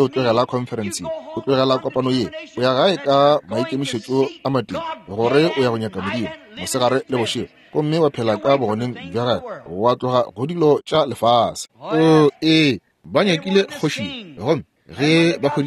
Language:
Northern Sotho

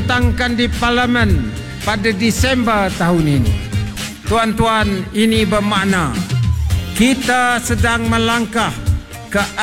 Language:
Malay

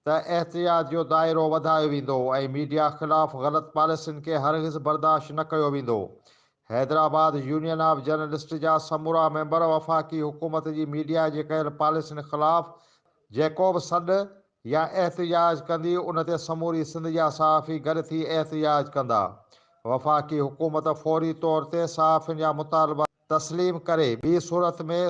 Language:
Sindhi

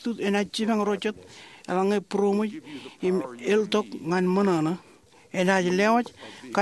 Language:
Marshallese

